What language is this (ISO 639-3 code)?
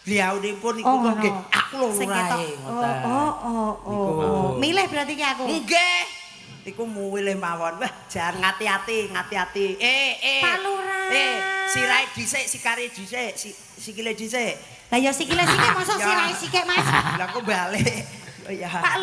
jav